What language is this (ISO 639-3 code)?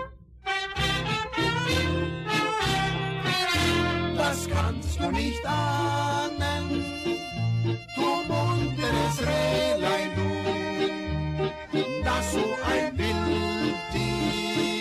deu